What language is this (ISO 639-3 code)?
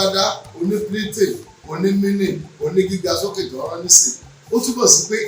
yor